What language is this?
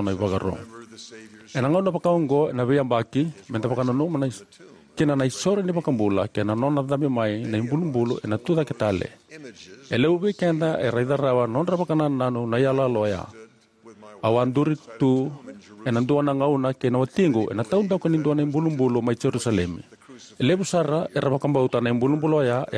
Fijian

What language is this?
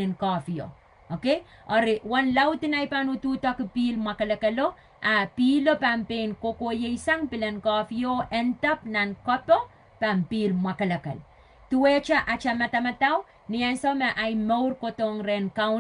Pohnpeian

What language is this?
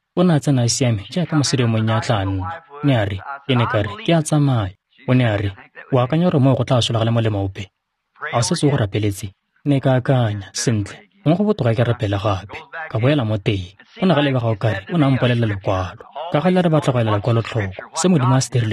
Tswana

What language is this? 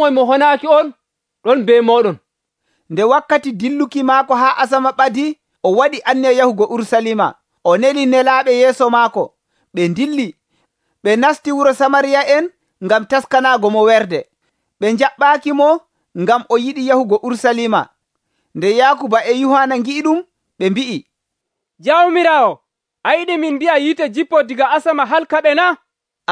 Nigerian Fulfulde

